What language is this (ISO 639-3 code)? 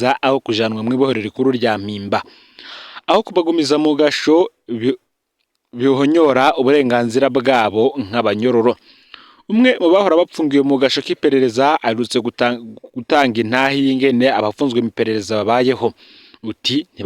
run